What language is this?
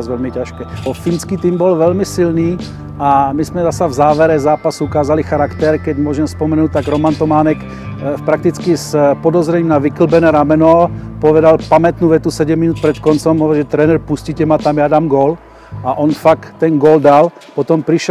Slovak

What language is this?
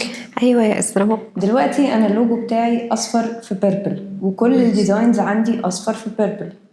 Egyptian Arabic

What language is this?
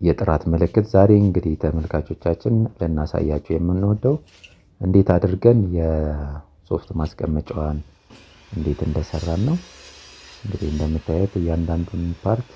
Amharic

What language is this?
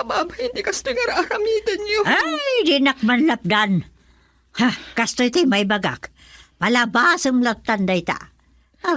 Iloko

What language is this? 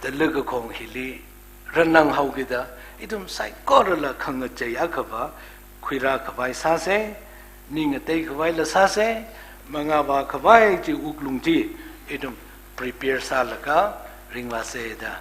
Tangkhul Naga (India)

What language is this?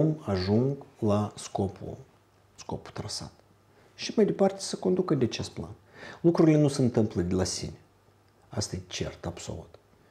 Romanian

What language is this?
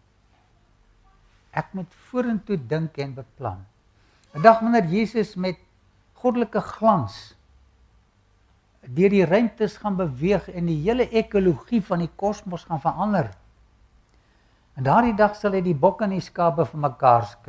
Afrikaans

